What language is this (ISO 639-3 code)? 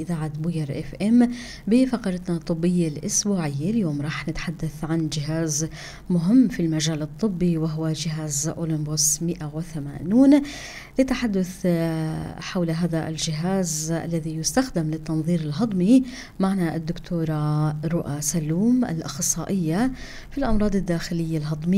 apc